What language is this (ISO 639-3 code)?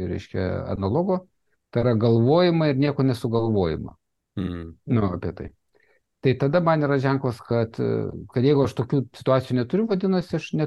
lit